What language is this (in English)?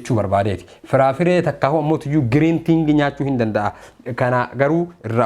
Oromo